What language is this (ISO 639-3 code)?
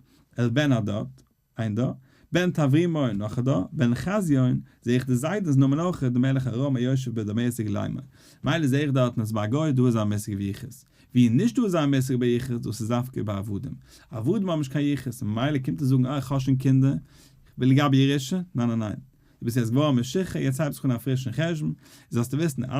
yid